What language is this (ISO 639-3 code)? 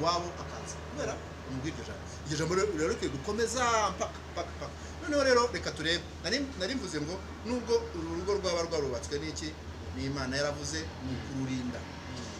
kin